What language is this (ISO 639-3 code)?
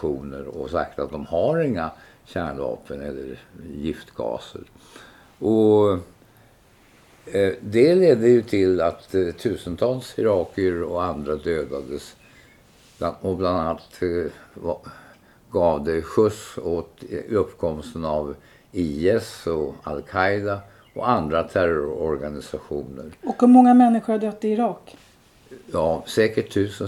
swe